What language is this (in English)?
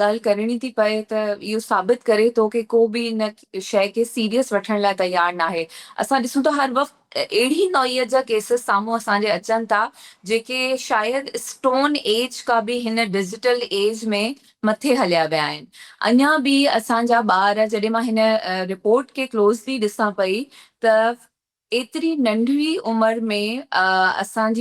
Sindhi